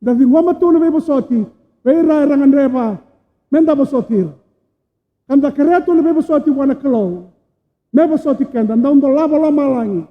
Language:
Fijian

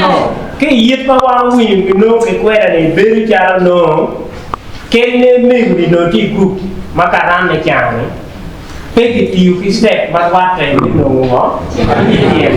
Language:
Acoli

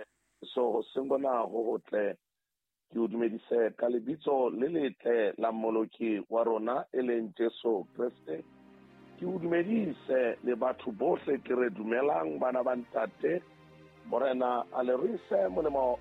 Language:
Southern Sotho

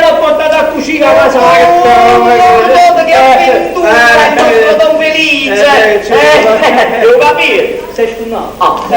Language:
Neapolitan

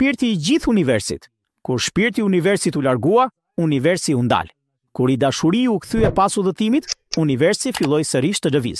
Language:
Albanian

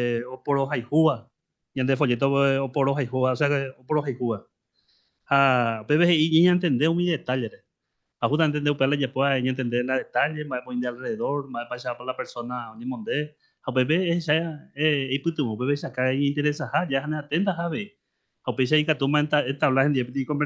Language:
Guarani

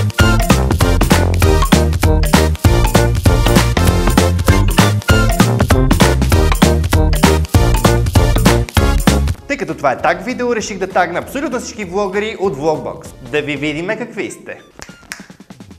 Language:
Bulgarian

